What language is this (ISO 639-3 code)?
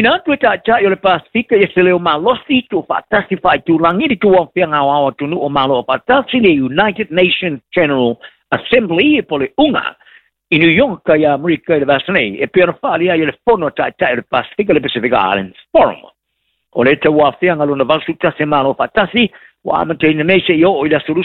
smo